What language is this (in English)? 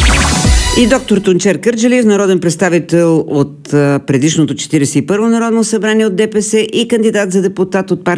Bulgarian